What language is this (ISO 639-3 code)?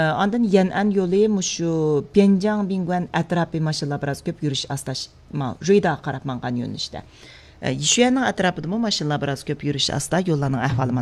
uig